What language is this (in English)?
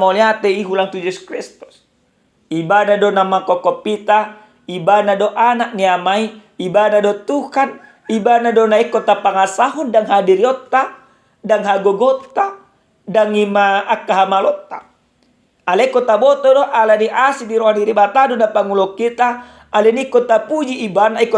Batak Toba